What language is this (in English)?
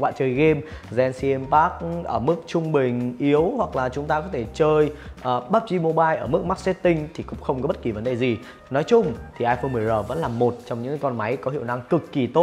Vietnamese